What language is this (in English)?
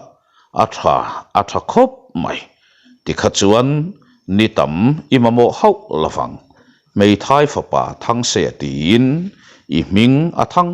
Mizo